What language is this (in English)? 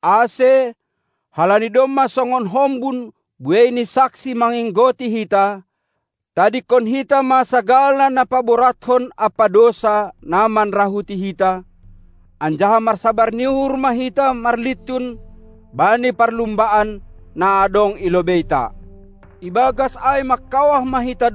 Batak Simalungun